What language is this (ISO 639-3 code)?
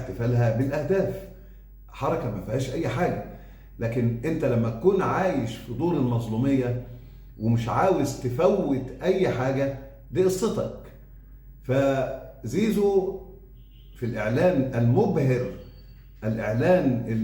arz